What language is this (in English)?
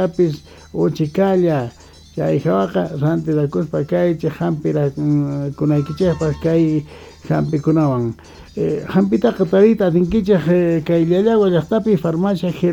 South Bolivian Quechua